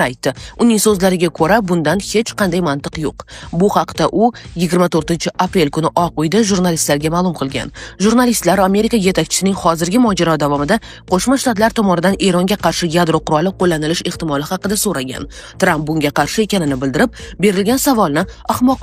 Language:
Uzbek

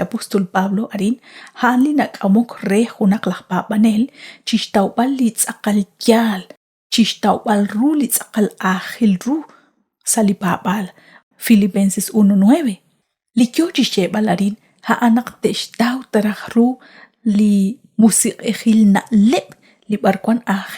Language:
Kekchí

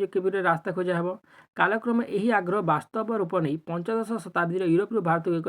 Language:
Odia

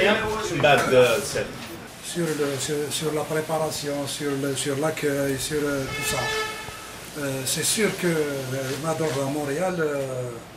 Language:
Kabyle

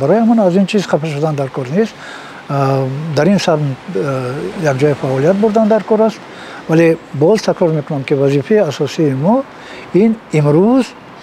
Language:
Tajik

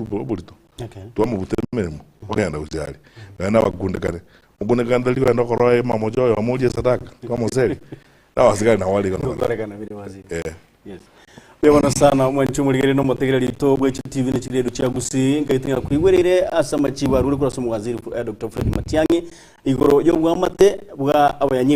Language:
Gusii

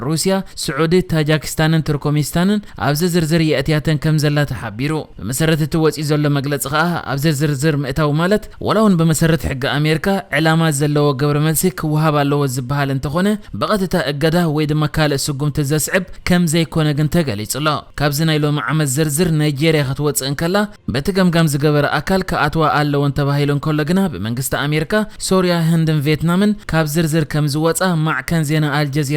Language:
Tigrinya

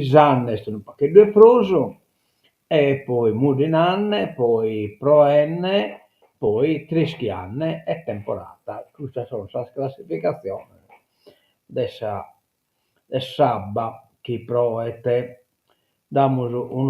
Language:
Sardinian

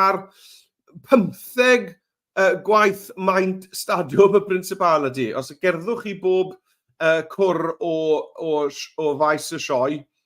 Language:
Welsh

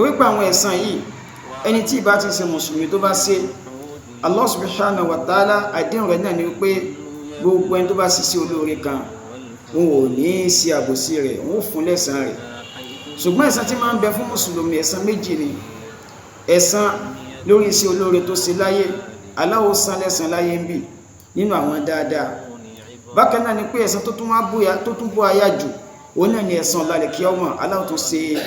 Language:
Yoruba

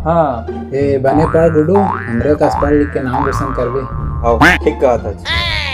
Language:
Chhattisgarhi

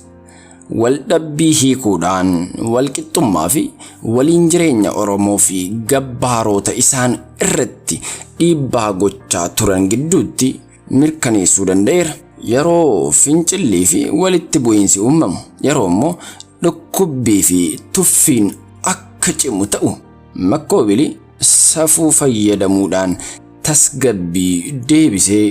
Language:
Oromo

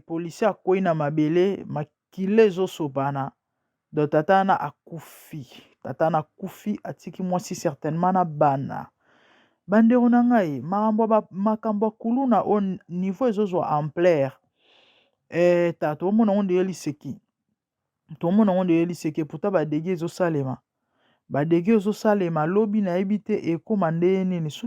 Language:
Lingala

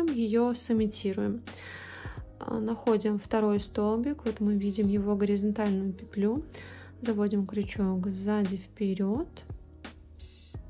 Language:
Russian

